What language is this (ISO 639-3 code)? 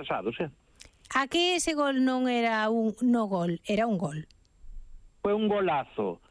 glg